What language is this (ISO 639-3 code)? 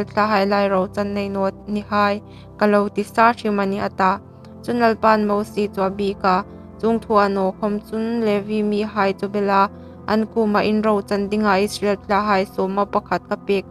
hmr